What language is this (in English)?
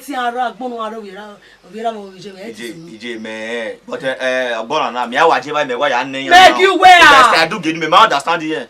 Bini